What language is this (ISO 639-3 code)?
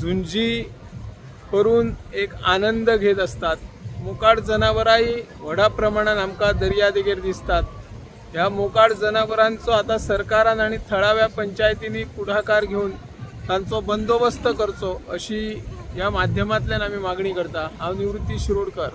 kok